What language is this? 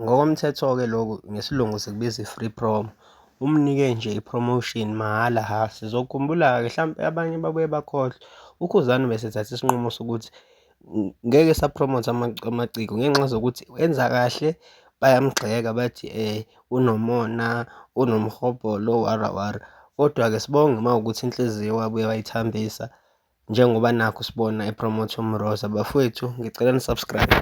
Zulu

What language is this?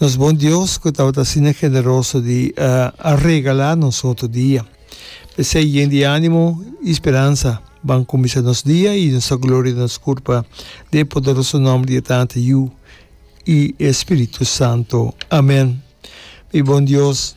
Papiamento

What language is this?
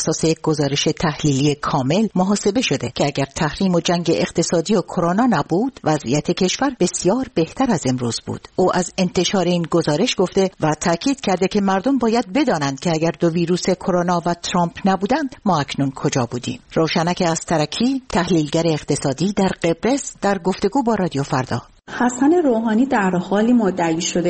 Persian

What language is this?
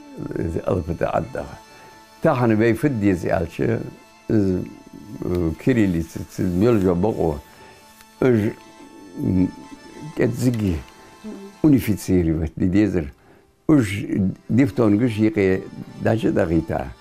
Ingush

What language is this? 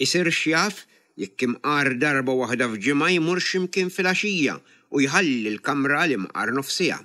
Maltese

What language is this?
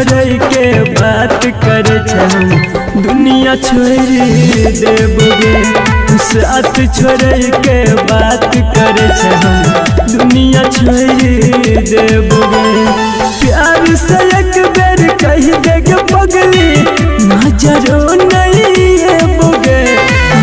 Bhojpuri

